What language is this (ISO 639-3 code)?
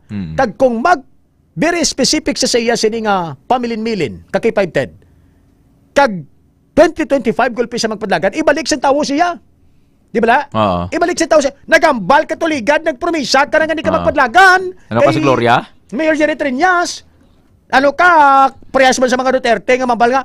hil